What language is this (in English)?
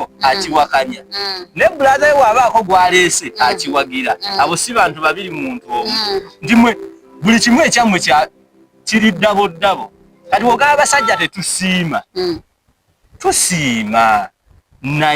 Ganda